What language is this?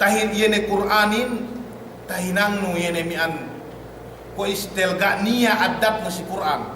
Yakan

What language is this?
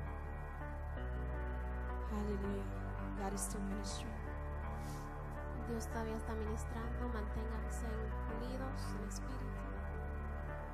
Spanish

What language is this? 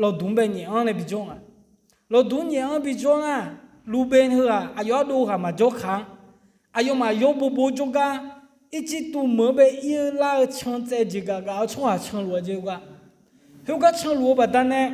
Akha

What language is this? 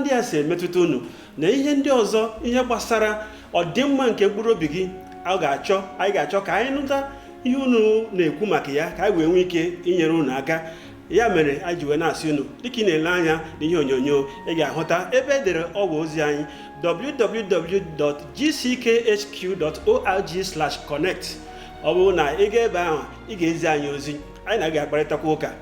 Igbo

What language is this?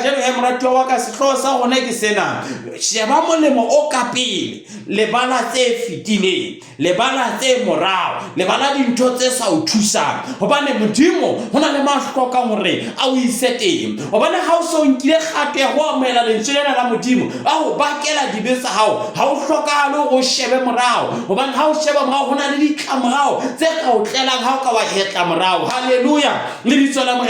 Southern Sotho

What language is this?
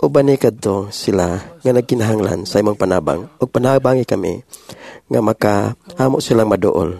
Cebuano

